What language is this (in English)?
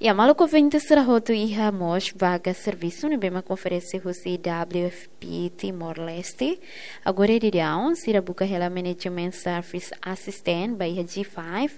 Tetum